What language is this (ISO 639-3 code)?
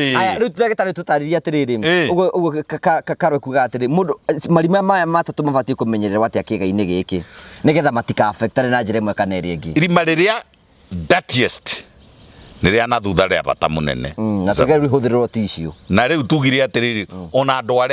kik